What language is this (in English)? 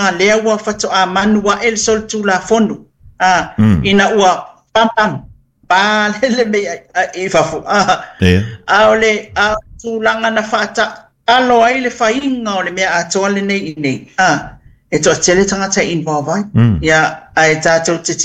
Samoan